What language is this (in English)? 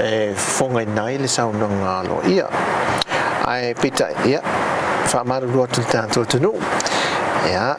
Samoan